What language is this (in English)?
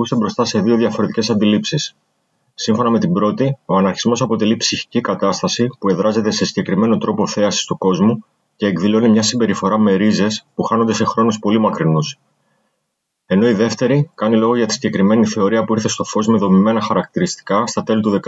Greek